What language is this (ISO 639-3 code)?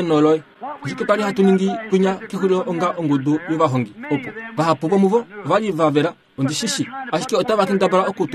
kua